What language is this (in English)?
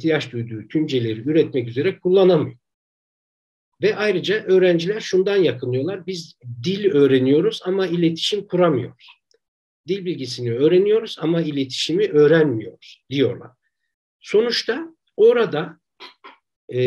Turkish